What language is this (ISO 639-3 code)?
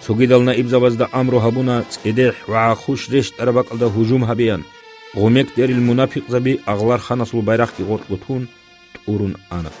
ava